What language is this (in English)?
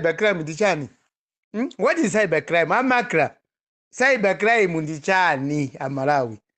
Nyanja